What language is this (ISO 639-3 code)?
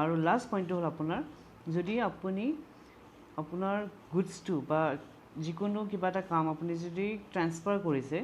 asm